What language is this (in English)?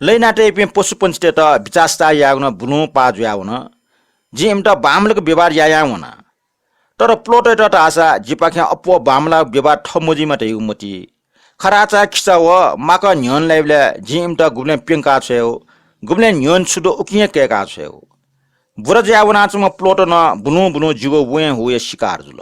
Newari